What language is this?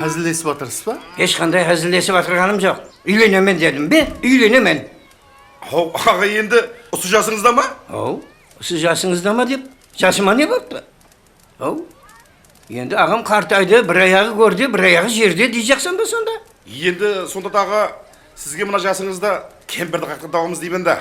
Kara-Kalpak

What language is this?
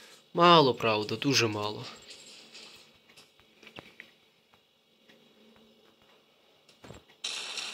Ukrainian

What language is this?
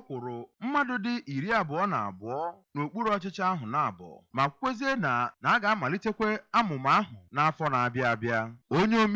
Igbo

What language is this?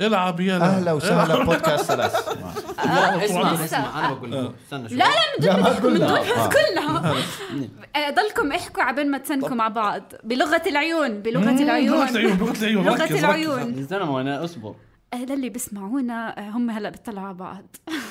North Levantine Arabic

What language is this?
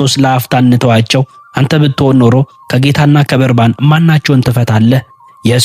Amharic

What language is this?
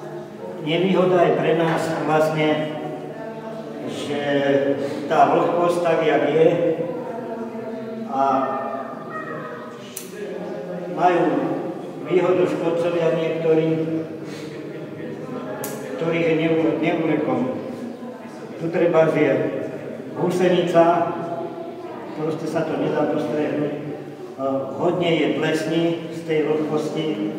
Slovak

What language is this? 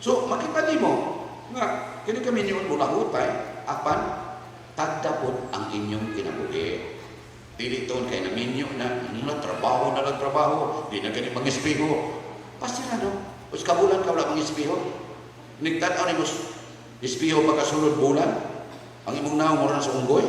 Cebuano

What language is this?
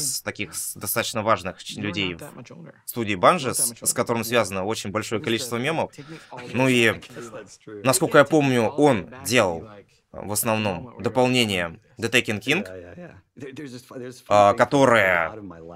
Russian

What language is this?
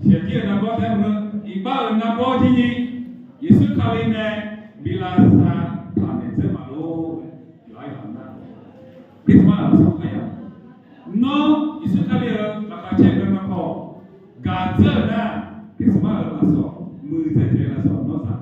Akha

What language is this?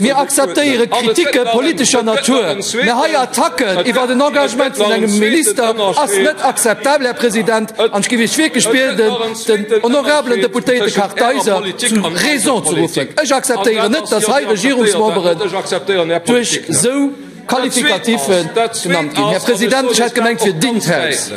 Luxembourgish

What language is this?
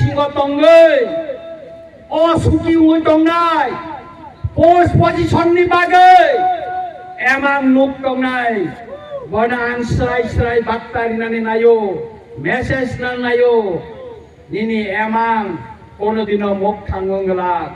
Kok Borok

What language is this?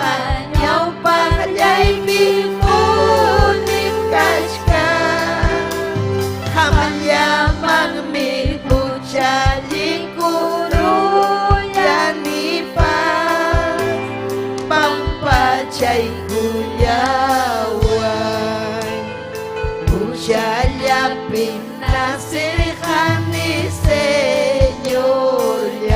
Ayacucho Quechua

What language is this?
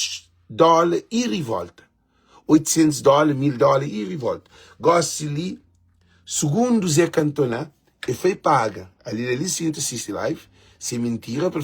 Kabuverdianu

